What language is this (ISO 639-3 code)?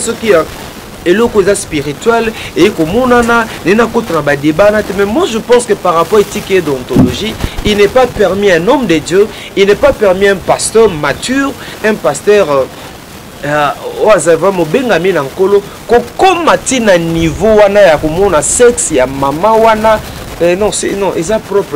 lin